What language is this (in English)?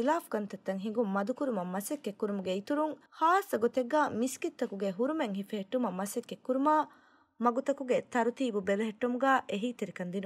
Divehi